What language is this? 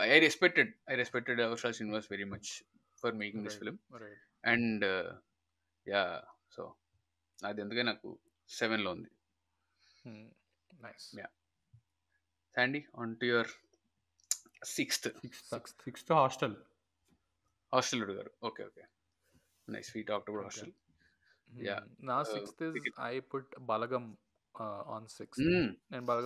Telugu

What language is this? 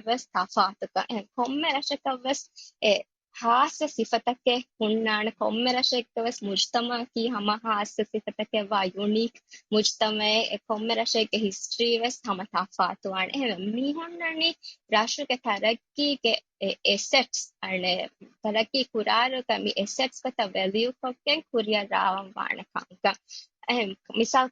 Divehi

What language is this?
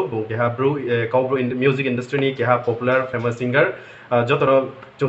Riang (India)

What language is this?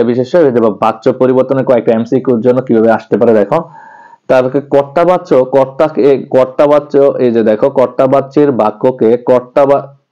Bangla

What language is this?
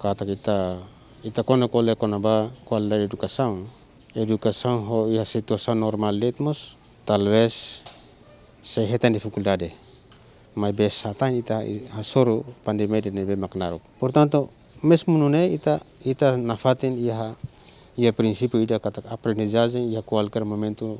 Tetum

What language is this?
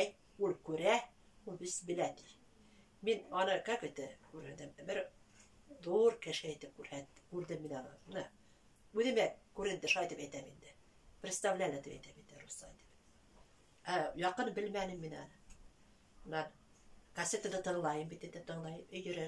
Bashkir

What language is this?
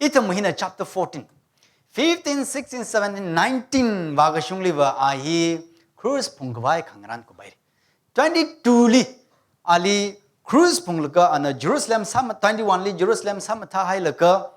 Tangkhul Naga (India)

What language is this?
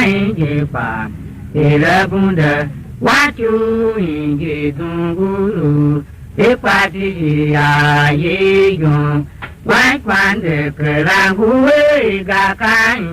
Tiv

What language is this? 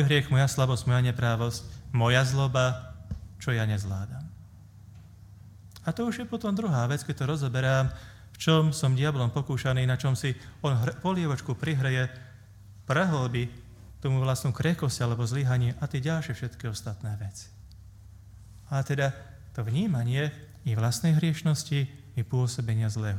Slovak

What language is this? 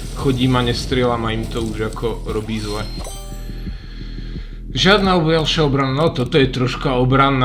Slovak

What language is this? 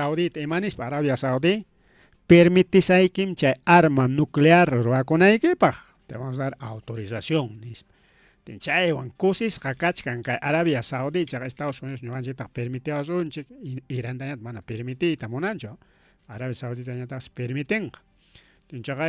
Ayacucho Quechua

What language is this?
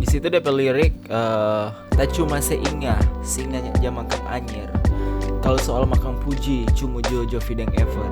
Manado Malay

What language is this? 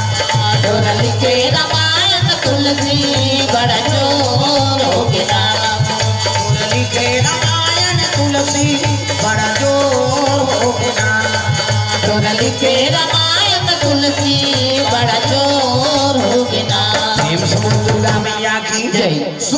Chhattisgarhi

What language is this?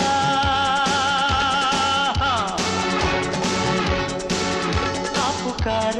Hindi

